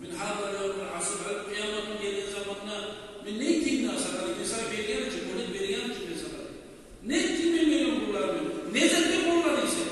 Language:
Kumyk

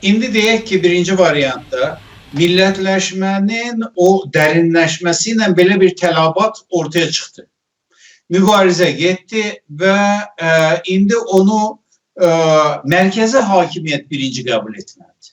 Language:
South Azerbaijani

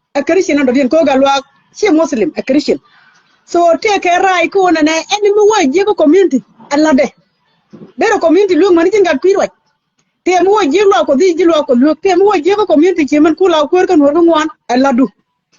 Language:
Nuer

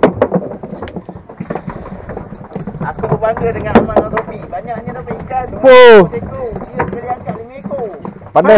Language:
Malay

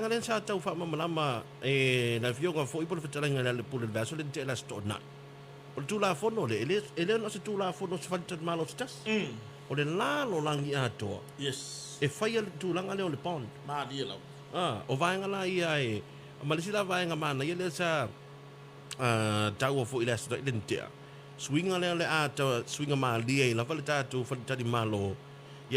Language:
Samoan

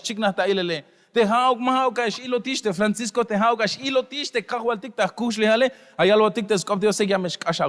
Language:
Tzeltal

